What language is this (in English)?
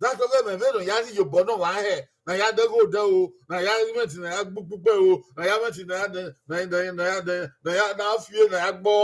Bini